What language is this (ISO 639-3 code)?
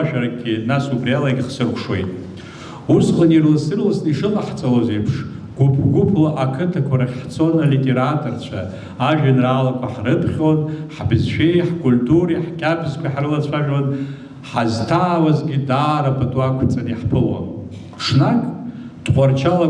abk